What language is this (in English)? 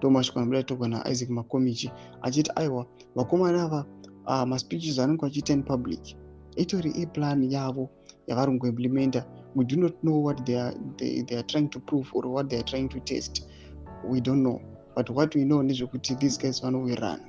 Shona